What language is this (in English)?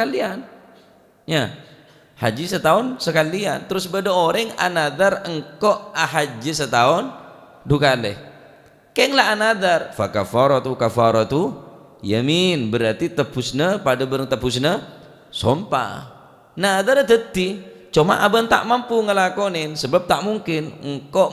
Madurese